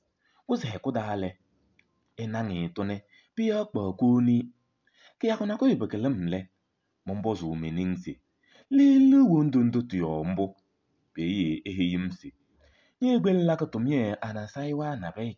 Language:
Kabiyè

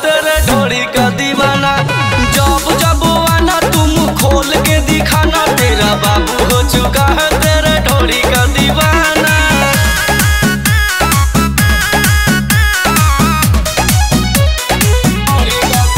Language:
Bhojpuri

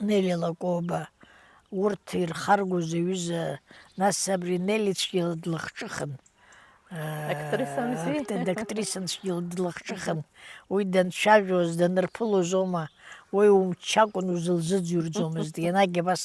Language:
Abkhazian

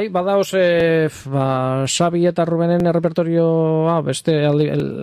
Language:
Basque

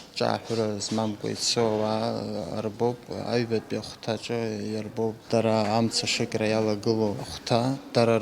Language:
Abkhazian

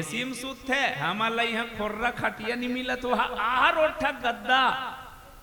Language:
Chhattisgarhi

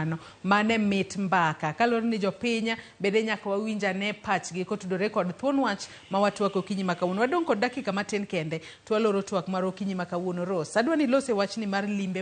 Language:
Luo (Kenya and Tanzania)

